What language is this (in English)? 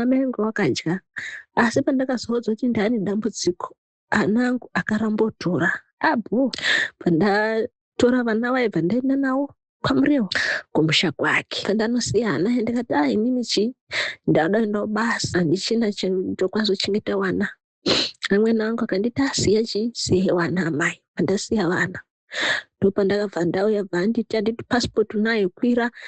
Shona